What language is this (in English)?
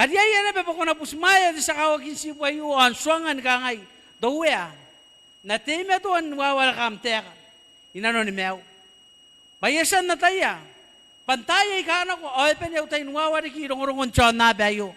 Gilbertese